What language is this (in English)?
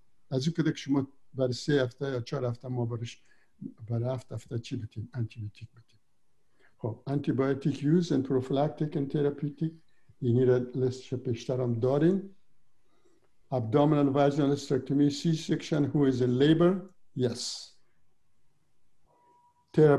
Persian